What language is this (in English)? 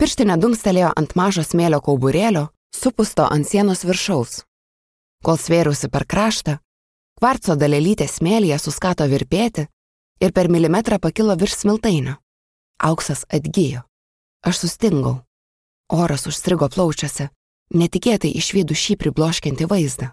Lithuanian